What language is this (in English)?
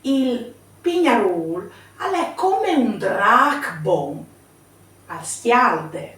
Friulian